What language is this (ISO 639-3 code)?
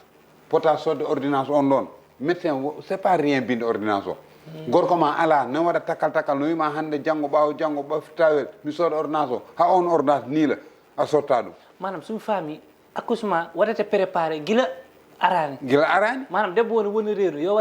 ful